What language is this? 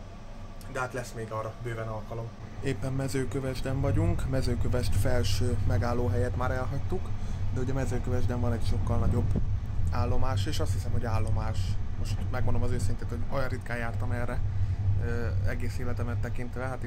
Hungarian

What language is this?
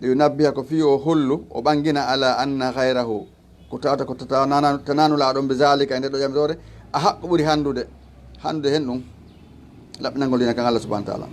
Fula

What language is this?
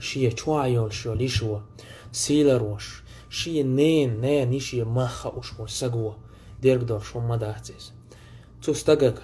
Chechen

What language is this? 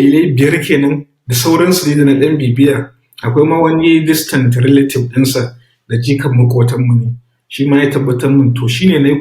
Hausa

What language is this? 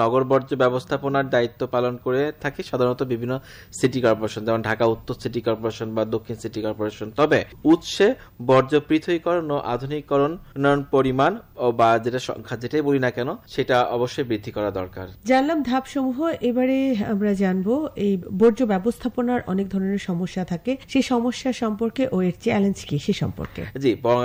Bangla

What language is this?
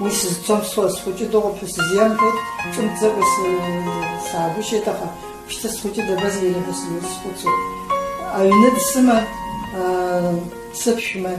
Abkhazian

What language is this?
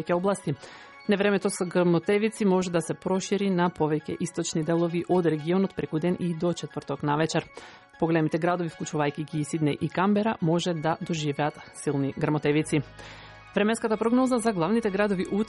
Macedonian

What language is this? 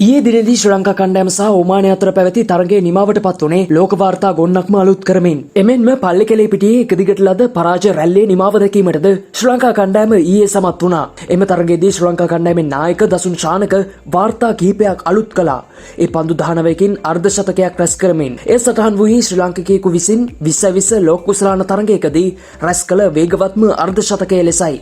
Sinhala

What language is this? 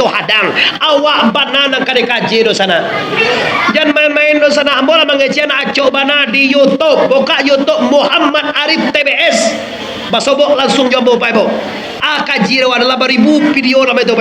Minangkabau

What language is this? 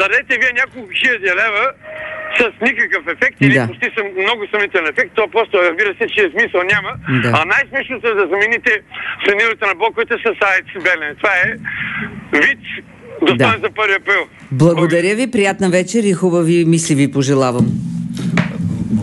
Bulgarian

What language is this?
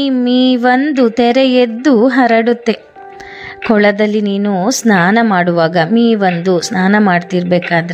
Kannada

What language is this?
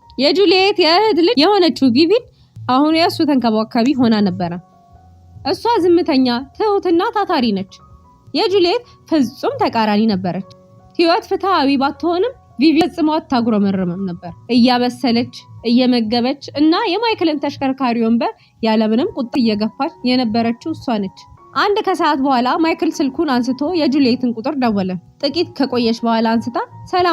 Amharic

